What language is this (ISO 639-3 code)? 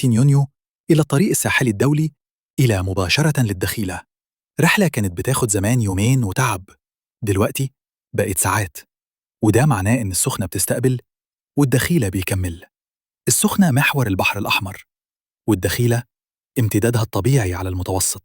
arz